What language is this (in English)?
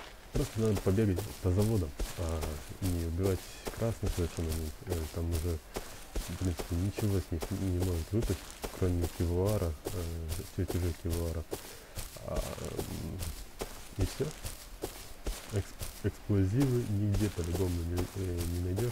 Russian